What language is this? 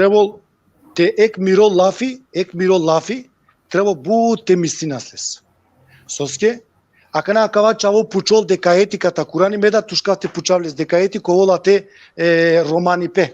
Balkan Romani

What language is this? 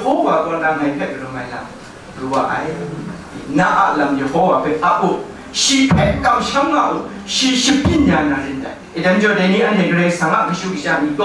Kachin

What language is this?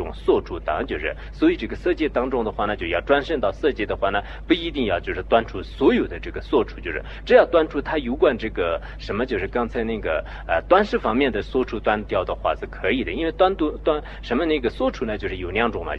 Chinese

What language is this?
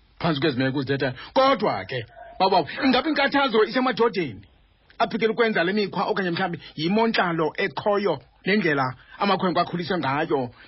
Xhosa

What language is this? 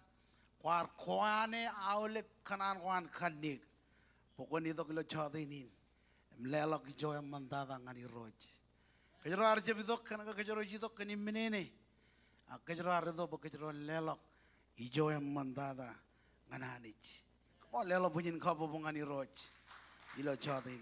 Marshallese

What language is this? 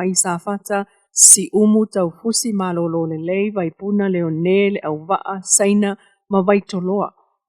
Samoan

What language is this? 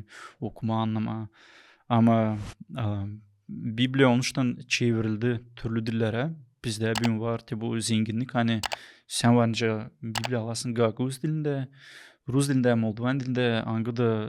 Gagauz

